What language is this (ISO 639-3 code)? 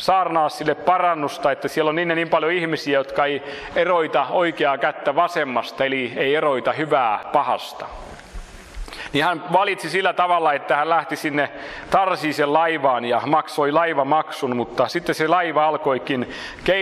fin